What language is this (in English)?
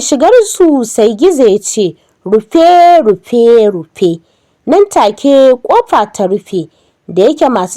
Hausa